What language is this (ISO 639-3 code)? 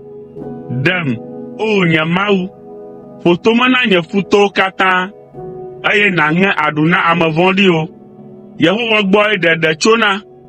ewe